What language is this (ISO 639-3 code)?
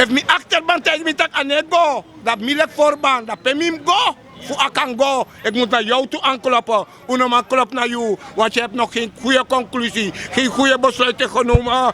srn